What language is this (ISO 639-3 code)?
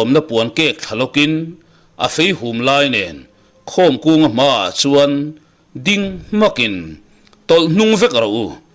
lus